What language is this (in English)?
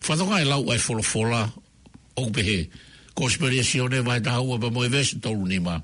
Tongan